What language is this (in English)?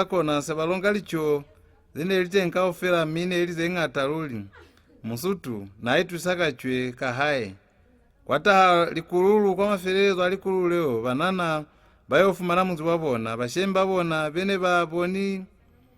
Lozi